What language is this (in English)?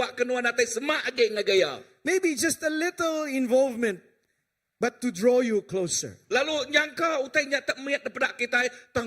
Iban